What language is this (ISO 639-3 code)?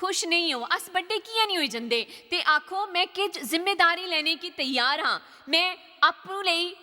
doi